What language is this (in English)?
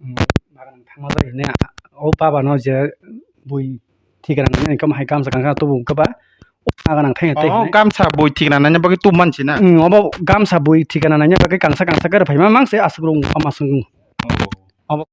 Kok Borok